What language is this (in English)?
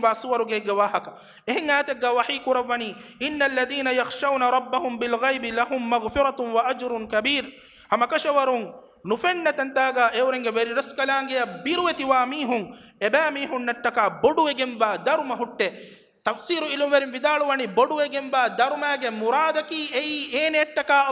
Divehi